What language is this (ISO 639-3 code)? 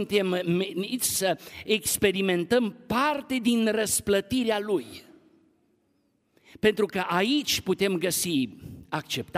ron